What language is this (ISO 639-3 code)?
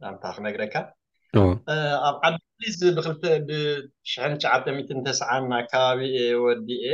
tir